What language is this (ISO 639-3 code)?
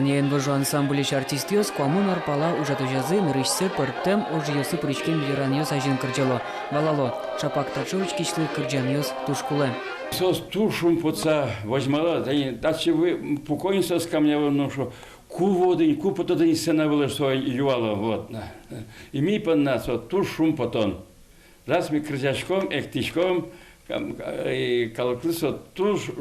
udm